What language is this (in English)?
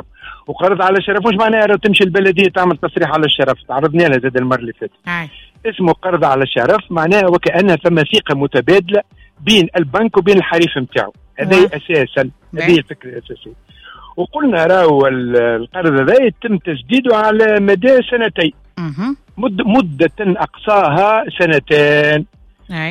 Tunisian Arabic